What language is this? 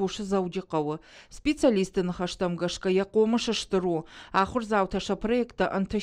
Ossetic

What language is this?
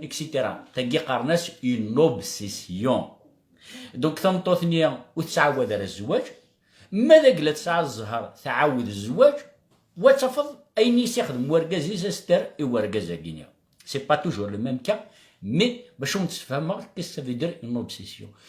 Kabyle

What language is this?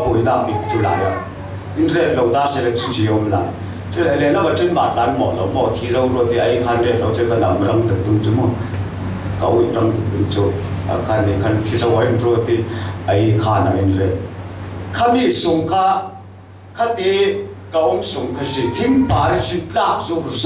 Falam Chin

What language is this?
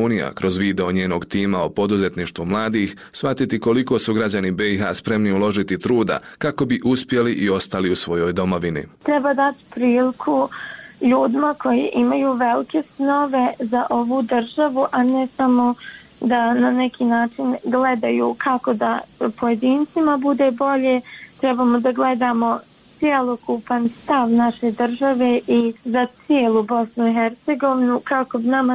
Serbian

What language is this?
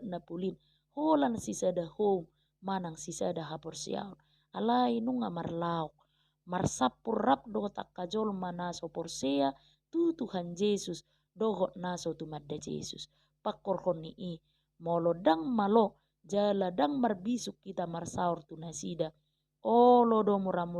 Batak Toba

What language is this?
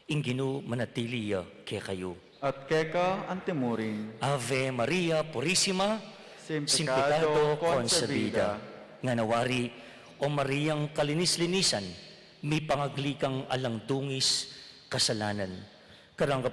Pampanga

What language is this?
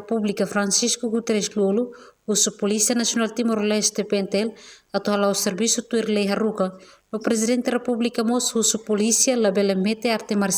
Tetum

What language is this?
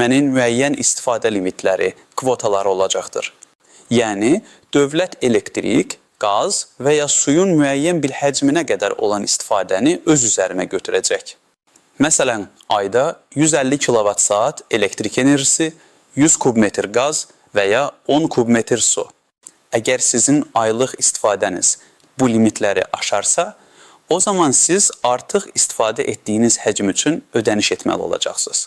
Azerbaijani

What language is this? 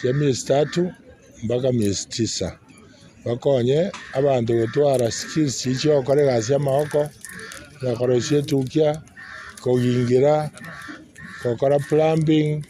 Gusii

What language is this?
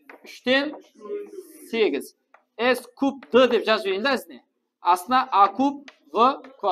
Kara-Kalpak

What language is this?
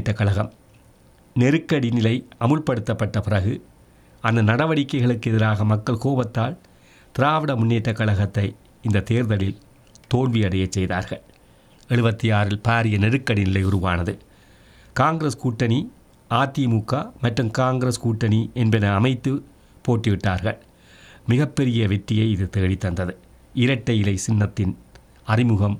Tamil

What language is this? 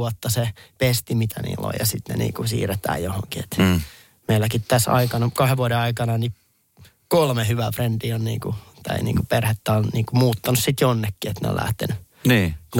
Finnish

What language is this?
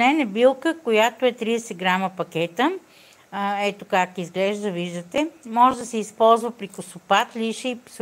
Bulgarian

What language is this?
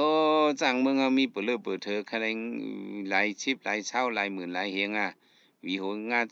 Shan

